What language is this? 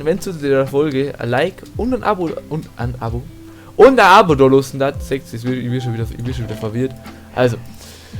Bavarian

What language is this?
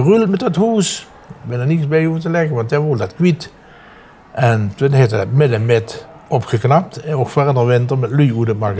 Limburgish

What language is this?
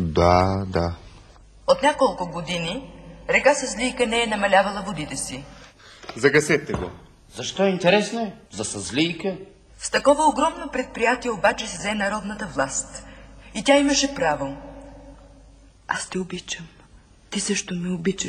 Bulgarian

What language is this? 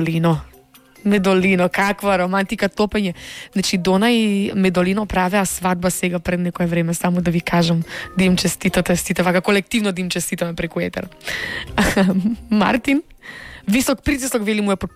Macedonian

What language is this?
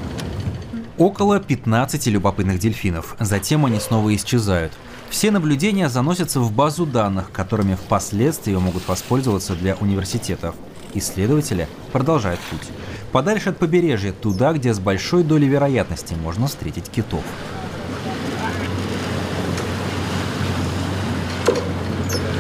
Russian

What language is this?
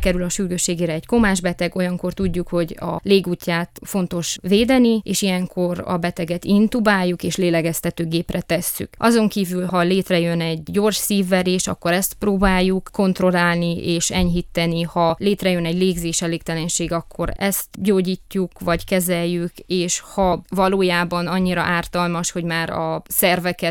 Hungarian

